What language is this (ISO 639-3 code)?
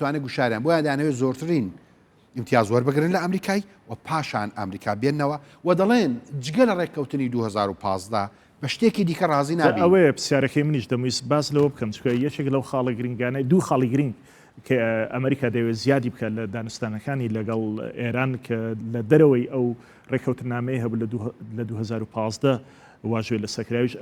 ckb